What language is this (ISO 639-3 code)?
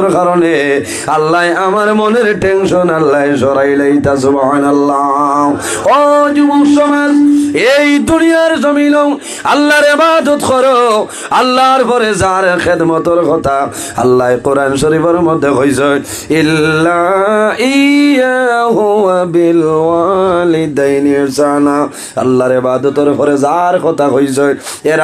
syl